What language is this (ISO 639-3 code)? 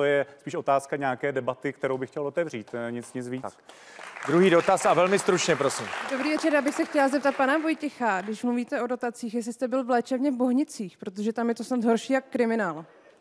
ces